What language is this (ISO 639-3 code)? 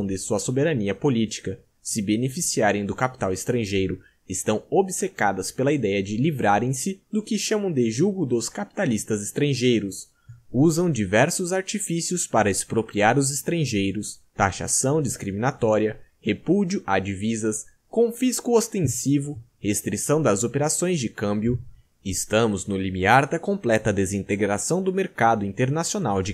por